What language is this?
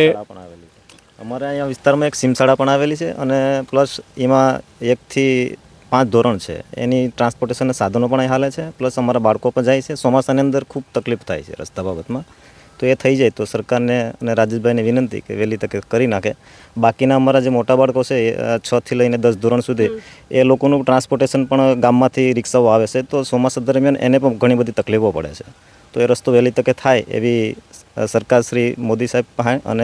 Gujarati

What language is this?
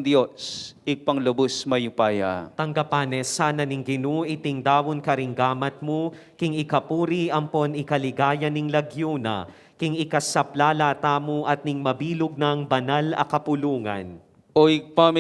Pampanga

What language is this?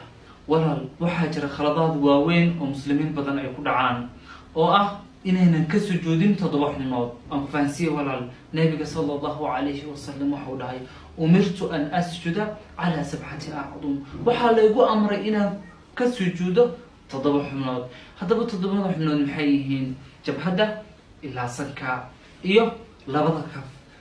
Somali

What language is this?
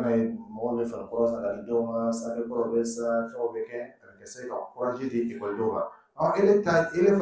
Dyula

